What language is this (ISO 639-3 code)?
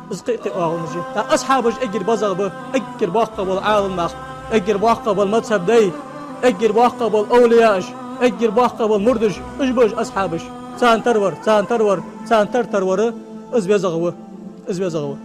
inh